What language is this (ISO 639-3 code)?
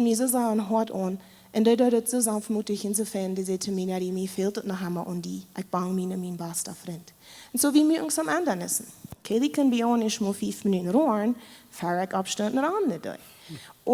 pdt